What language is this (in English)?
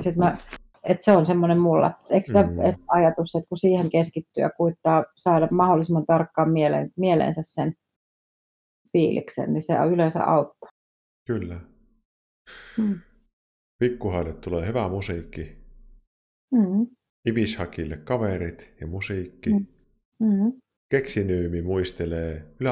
Finnish